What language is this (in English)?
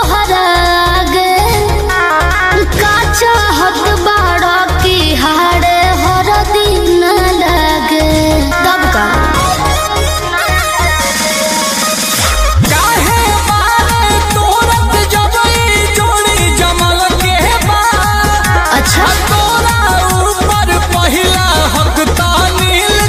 Bhojpuri